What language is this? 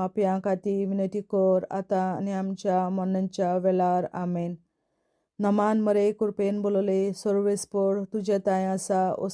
Konkani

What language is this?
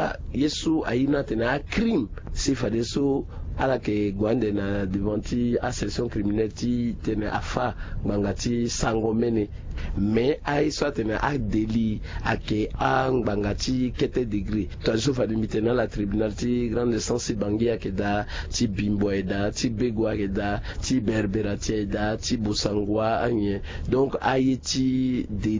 Sango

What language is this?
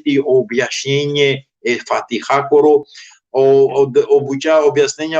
Balkan Romani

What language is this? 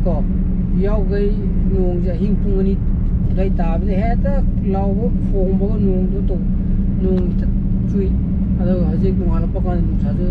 Manipuri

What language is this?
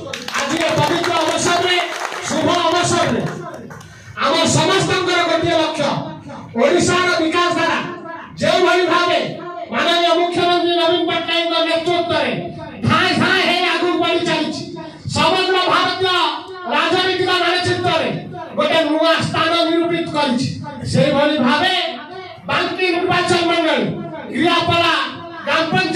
Odia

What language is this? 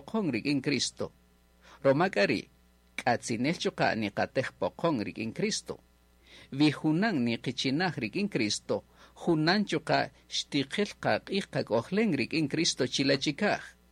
Kaqchikel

